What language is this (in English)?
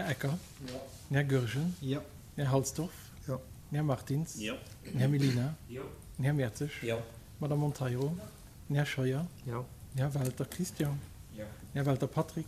Luxembourgish